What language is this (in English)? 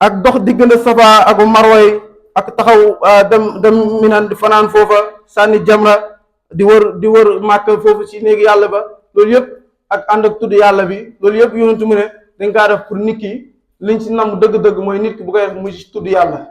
Wolof